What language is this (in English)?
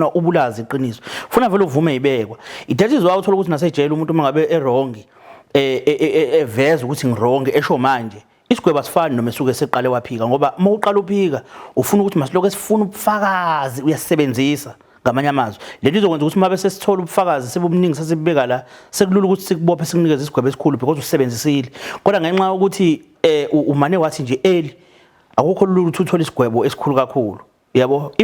Zulu